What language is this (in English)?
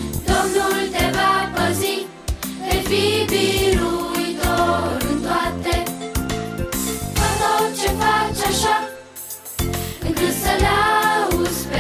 Romanian